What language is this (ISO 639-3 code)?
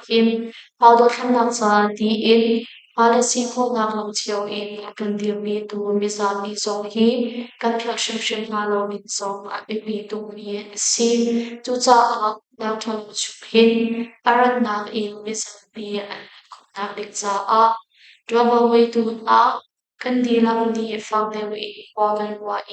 cnh